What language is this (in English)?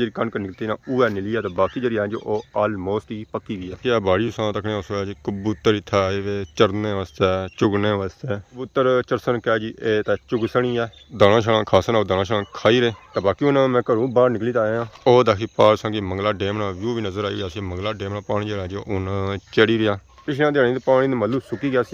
Pahari-Potwari